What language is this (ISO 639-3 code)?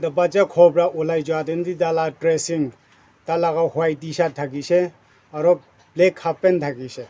nag